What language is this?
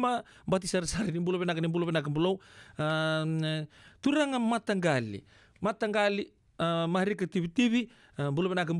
Fijian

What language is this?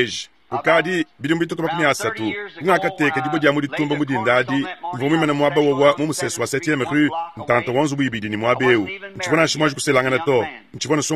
Luba-Lulua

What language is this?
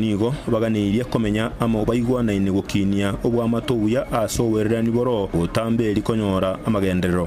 Gusii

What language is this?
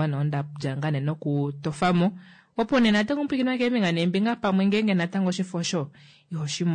Kuanyama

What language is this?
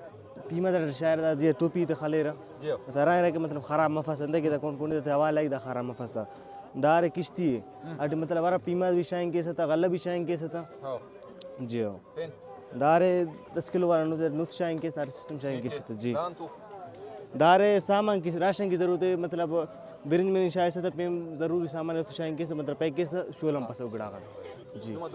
Brahui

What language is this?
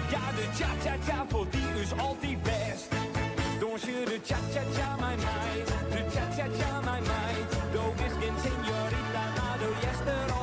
Western Frisian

